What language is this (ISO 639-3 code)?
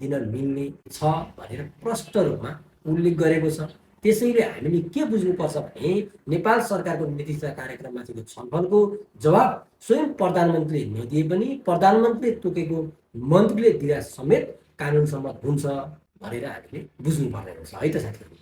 nep